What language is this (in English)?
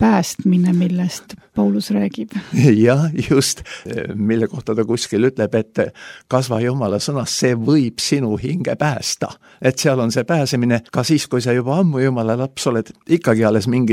Estonian